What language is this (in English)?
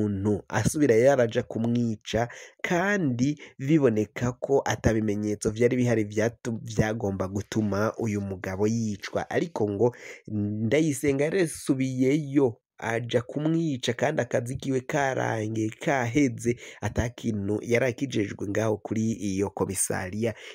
Rundi